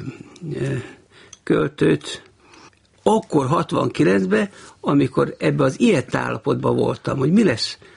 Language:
Hungarian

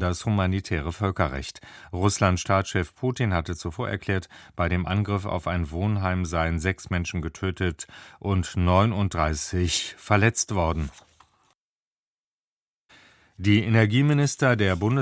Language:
German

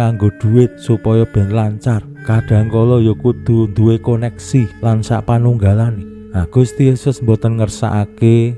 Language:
Javanese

